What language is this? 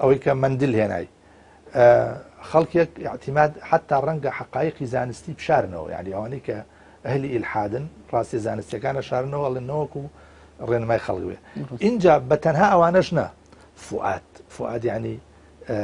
Central Kurdish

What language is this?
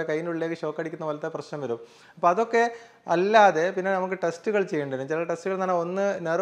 Malayalam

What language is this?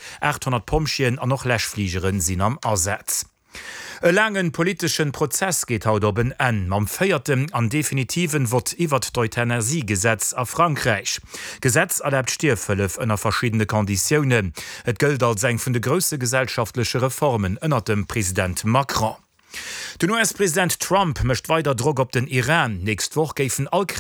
Luxembourgish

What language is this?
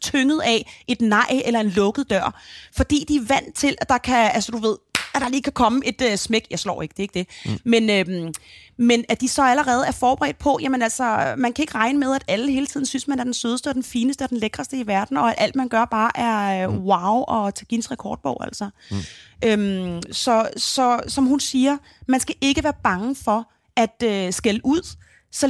Danish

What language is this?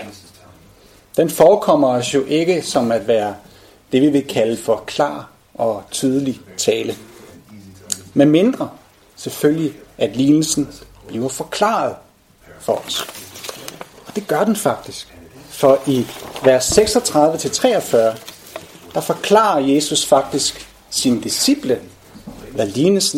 Danish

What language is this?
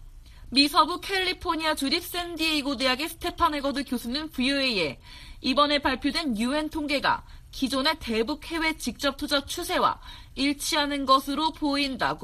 Korean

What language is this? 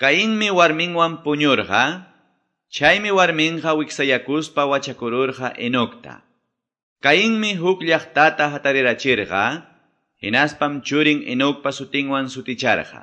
Quechua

